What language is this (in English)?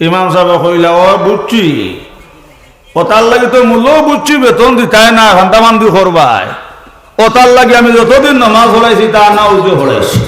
Sylheti